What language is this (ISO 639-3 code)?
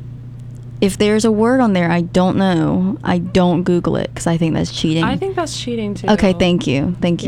eng